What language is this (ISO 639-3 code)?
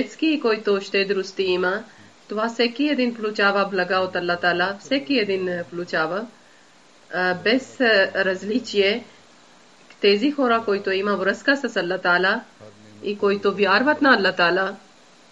bul